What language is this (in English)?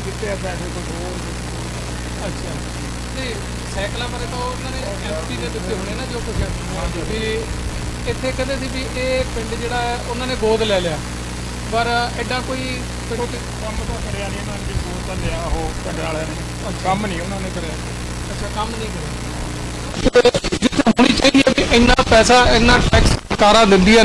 Punjabi